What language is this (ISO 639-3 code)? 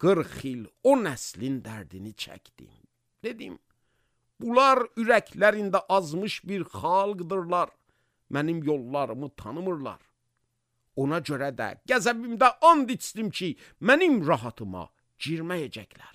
aze